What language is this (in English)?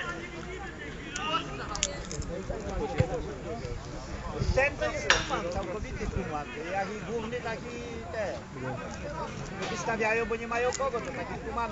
Polish